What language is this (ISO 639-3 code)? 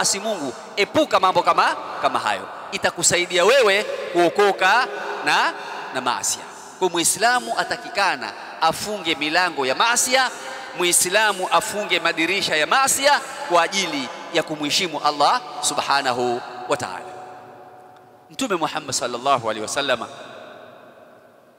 swa